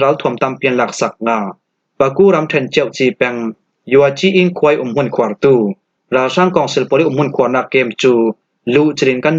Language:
Falam Chin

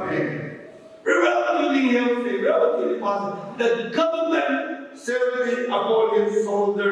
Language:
Tangkhul Naga (India)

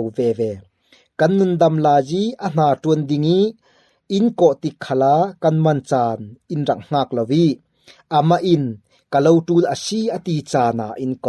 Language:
Falam Chin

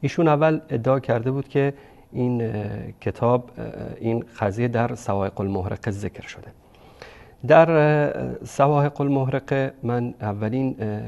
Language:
Persian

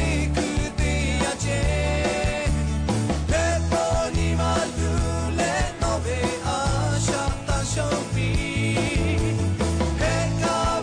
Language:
Lahu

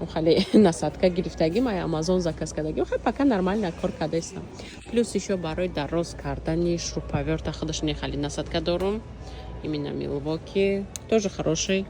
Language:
Tajik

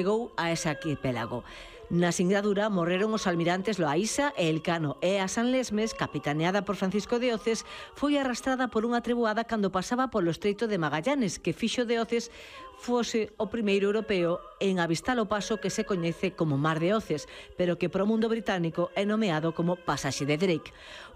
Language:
Galician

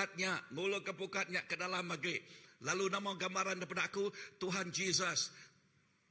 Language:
Iban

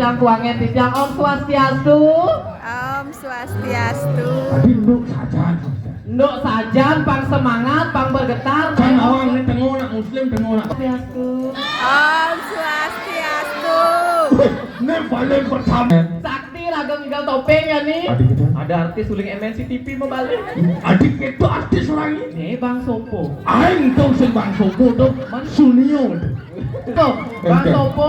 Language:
Balinese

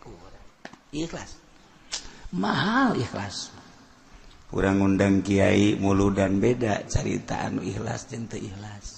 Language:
Sundanese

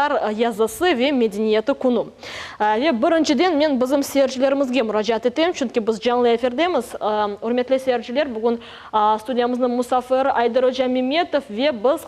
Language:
Crimean Tatar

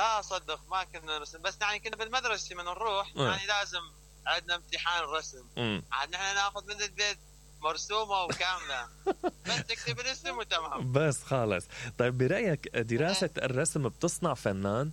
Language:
Mesopotamian Arabic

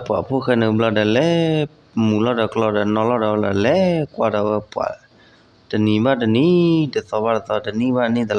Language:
S'gaw Karen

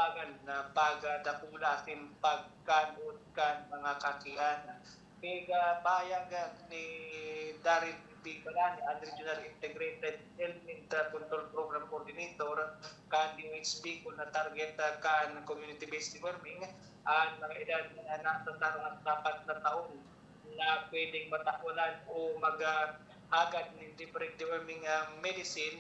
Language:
Bikol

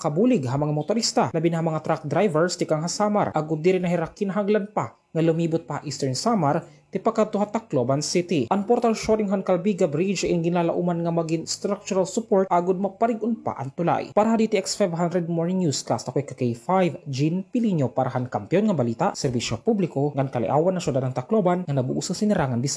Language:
Waray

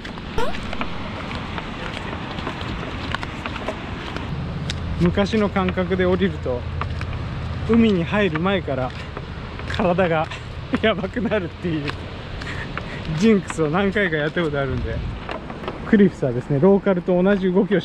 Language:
Japanese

